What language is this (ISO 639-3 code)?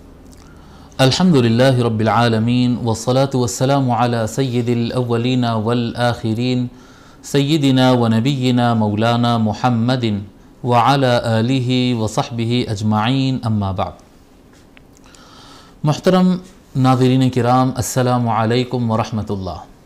urd